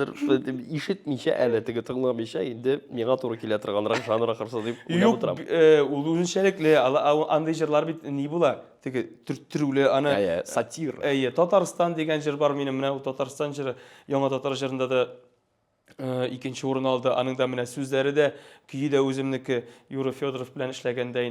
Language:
Tatar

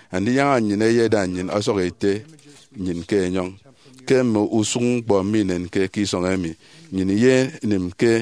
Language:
Efik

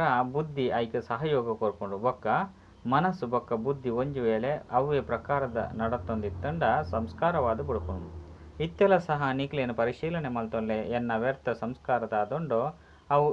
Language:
Tulu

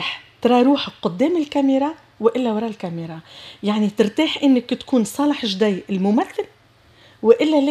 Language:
Tunisian Arabic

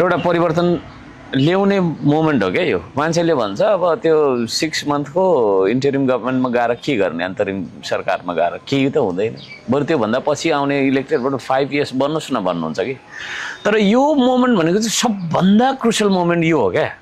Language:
Nepali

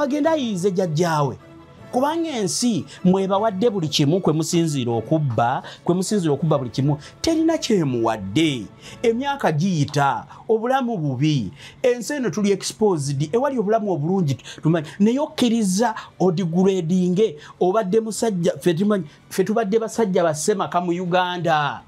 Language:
Ganda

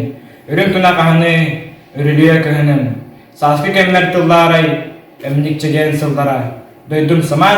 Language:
Yakut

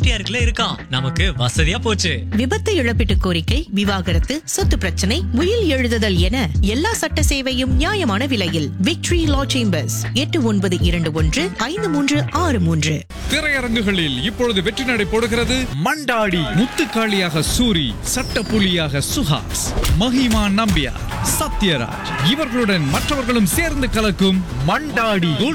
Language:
Tamil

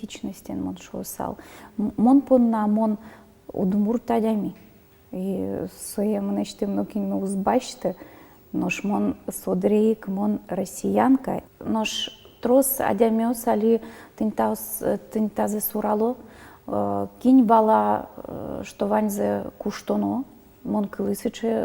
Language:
Udmurt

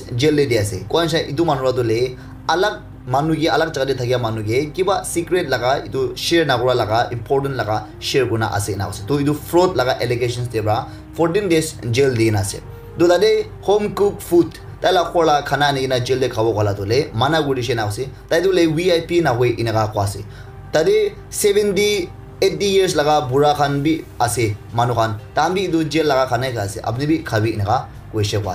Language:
Naga Pidgin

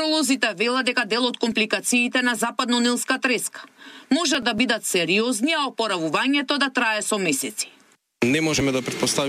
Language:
Macedonian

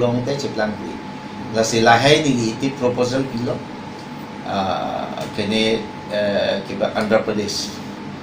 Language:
Karbi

